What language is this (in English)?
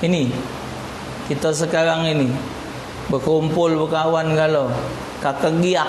Musi